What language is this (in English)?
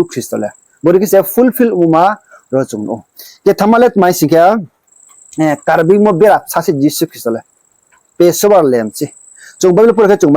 Riang (India)